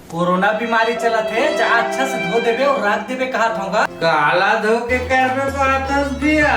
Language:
Chhattisgarhi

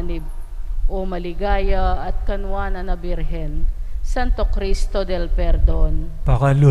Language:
Pampanga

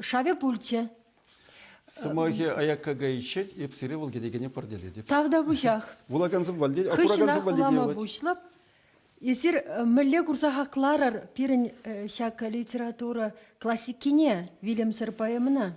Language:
Chuvash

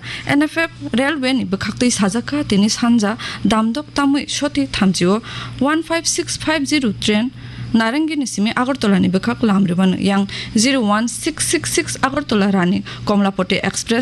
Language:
Kok Borok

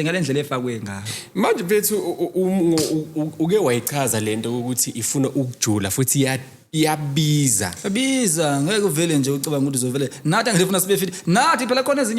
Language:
Zulu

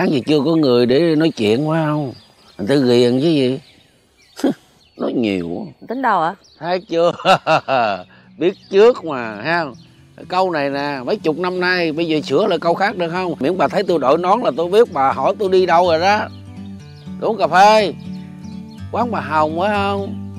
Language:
Vietnamese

